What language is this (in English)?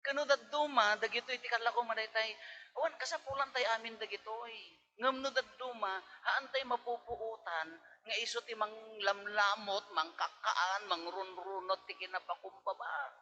Iloko